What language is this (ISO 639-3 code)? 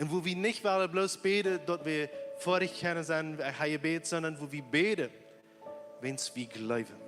pdt